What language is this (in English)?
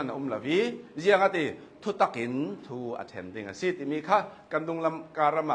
Hakha Chin